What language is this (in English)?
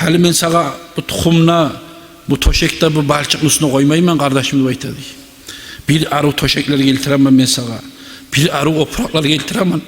Kumyk